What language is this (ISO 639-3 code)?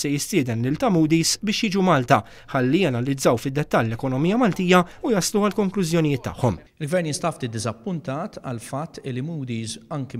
mlt